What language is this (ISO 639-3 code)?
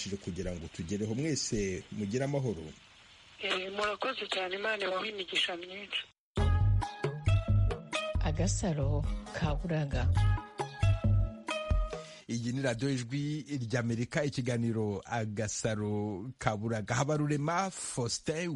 kin